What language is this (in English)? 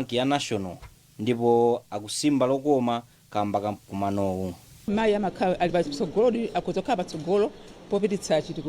Nyanja